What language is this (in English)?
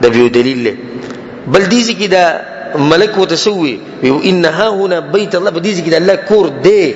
Pashto